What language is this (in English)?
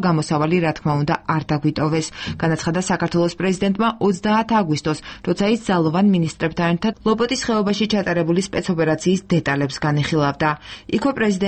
Georgian